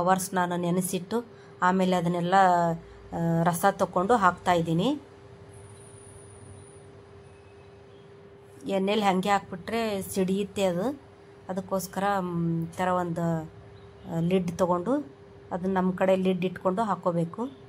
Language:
Kannada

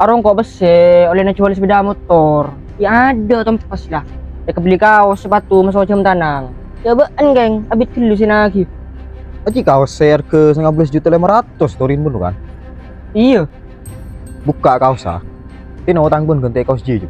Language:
Madurese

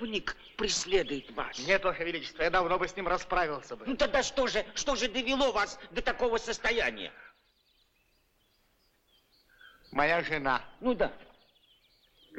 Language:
Russian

